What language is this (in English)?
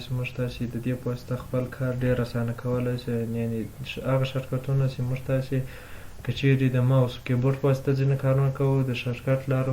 Pashto